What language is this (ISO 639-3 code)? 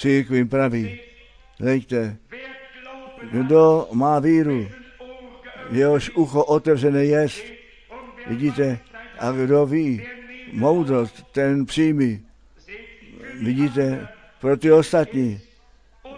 ces